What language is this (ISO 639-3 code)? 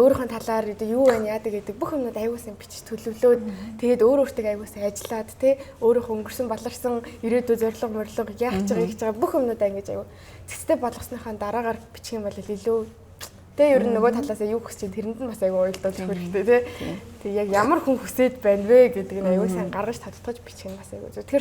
mon